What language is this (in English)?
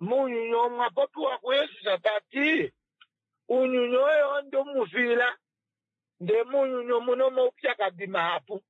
Kuanyama